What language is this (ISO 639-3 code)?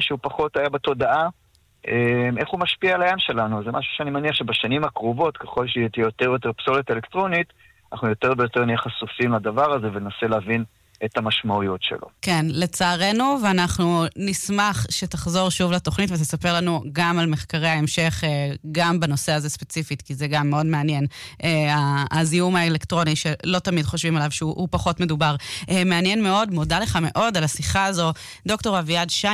heb